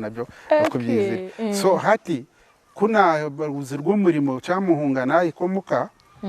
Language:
Nyankole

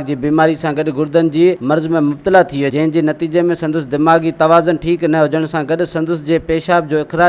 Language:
Sindhi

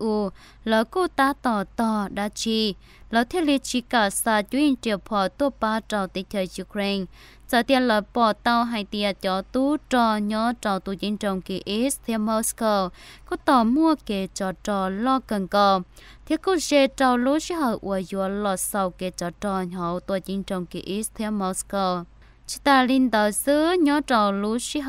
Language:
Hmong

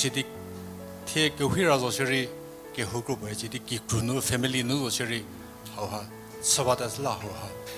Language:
Angami Naga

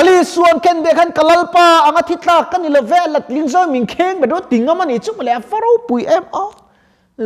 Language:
Mizo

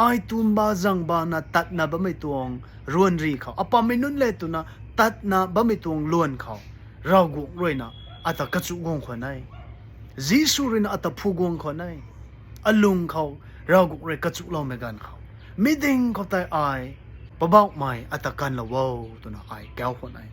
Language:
Rongmei Naga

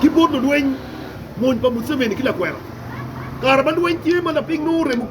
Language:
Acoli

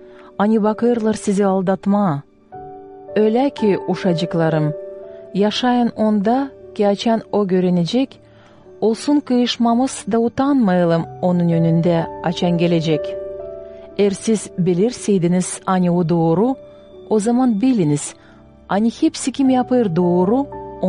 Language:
Gagauz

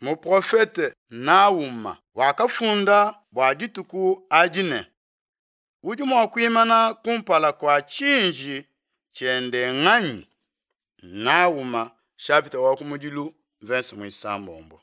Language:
Luba-Lulua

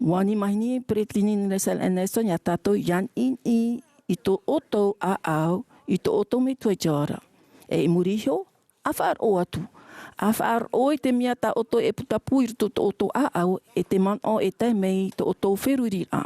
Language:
Tahitian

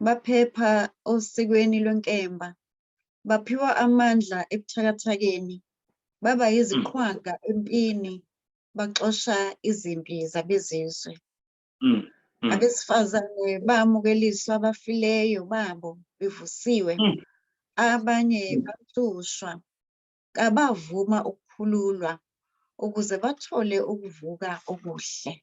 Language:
Zulu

